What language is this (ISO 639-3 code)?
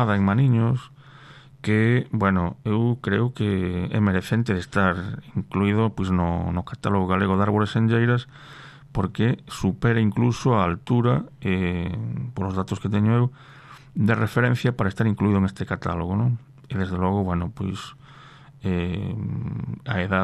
glg